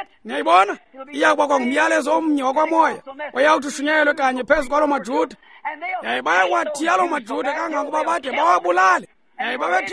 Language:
Xhosa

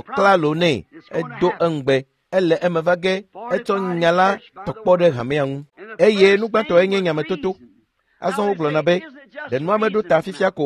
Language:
Ewe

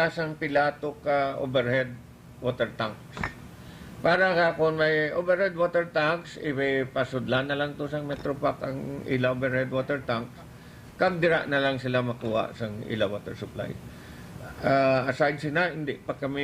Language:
Hiligaynon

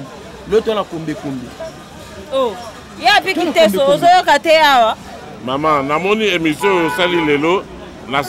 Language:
Lingala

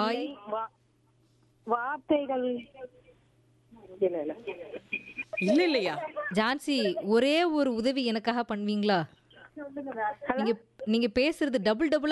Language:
Tamil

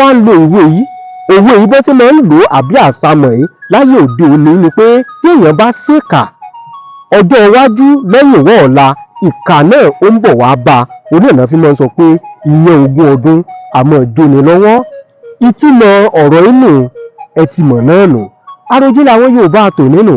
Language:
Yoruba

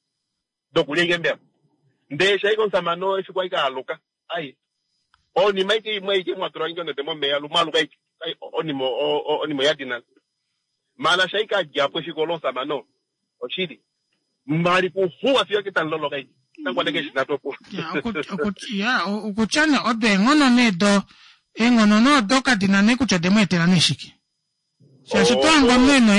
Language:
Kuanyama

